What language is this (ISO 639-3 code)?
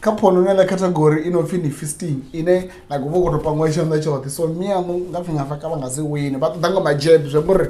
ven